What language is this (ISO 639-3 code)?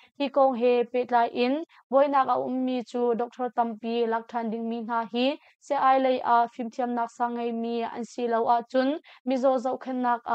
cnh